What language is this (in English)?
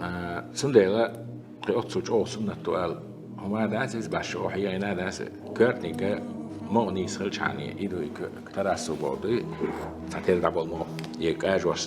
Chechen